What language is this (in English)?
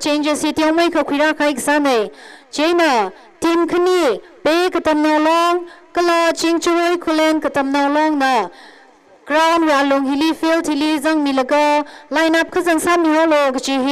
Tangkhul Naga (India)